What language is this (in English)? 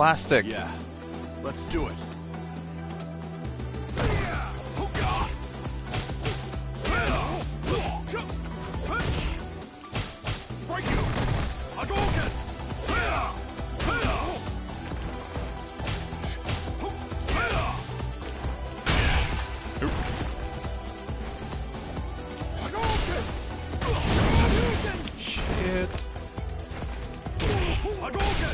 English